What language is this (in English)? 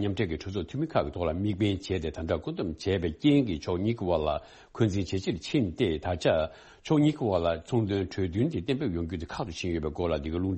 Tibetan